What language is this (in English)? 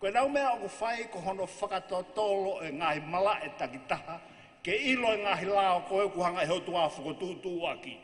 Tongan